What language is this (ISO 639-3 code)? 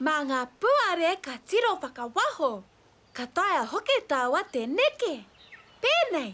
mri